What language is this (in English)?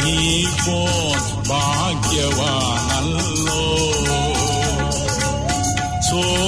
Tamil